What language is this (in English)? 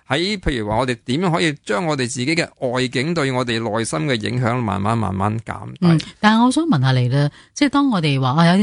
Cantonese